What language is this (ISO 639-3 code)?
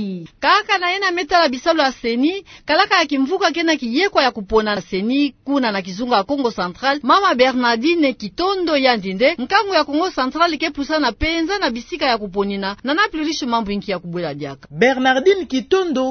ktu